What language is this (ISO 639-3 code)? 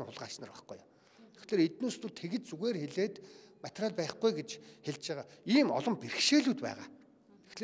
mon